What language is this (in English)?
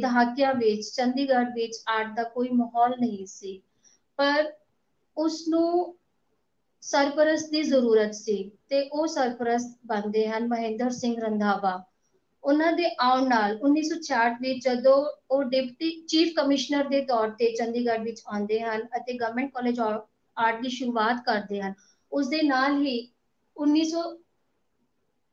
Punjabi